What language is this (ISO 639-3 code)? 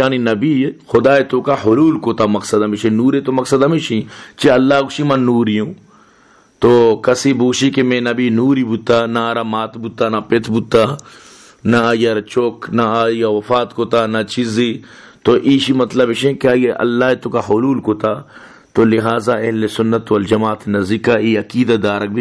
bal